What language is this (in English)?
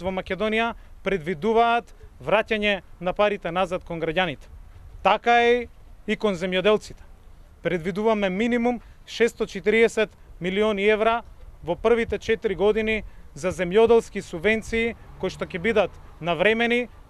Macedonian